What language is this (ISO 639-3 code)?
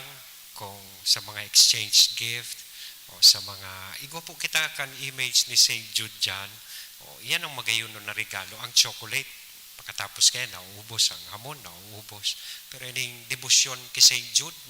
bik